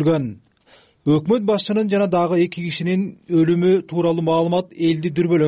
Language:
Kyrgyz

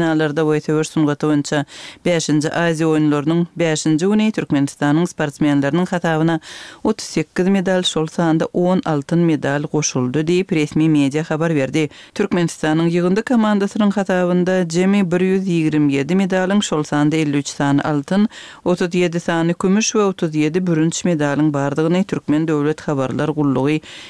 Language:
Turkmen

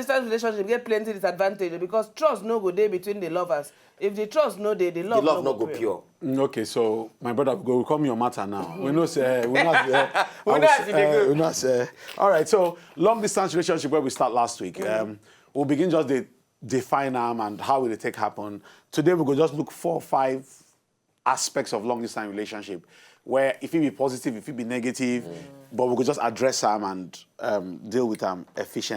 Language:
Nigerian Pidgin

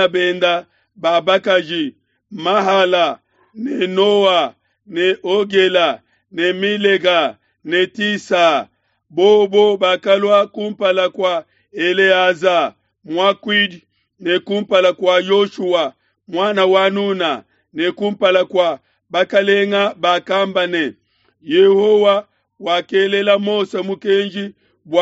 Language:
Luba-Lulua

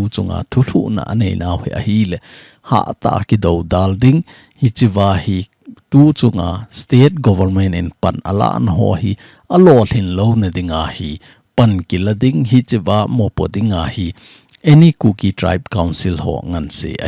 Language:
Thado Chin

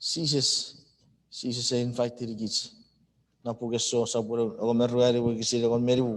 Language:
Chuukese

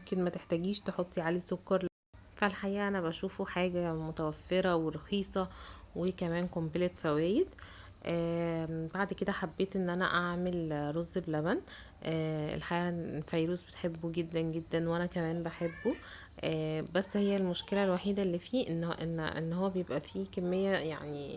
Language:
Egyptian Arabic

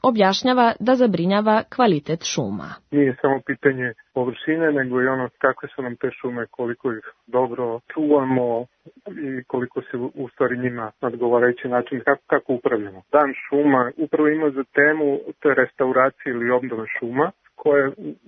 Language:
Serbian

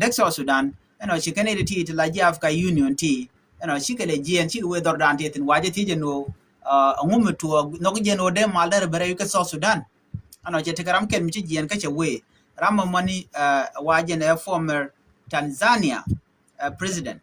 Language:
Nuer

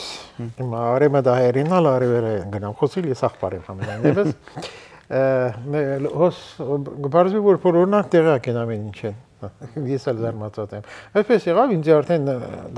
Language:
Armenian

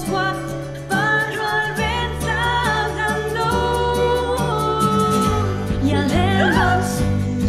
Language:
Catalan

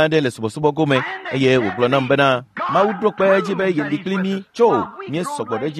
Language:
Ewe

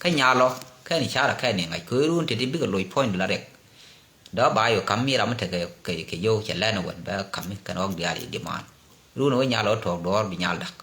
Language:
Nuer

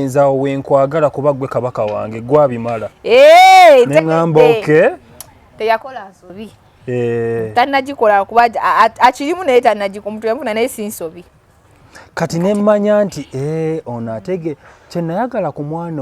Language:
Ganda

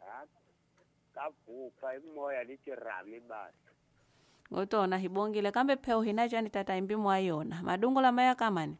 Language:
Tsonga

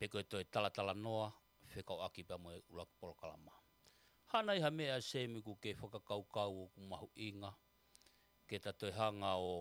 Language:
Tongan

